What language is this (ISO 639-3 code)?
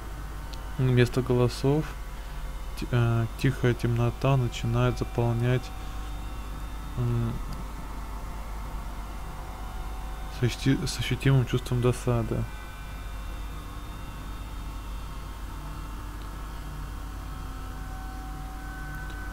rus